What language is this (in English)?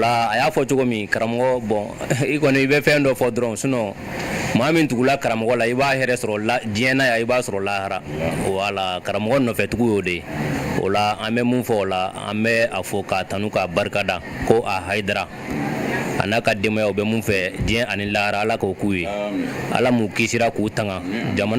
Bambara